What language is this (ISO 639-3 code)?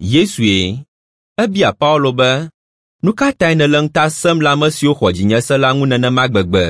ewe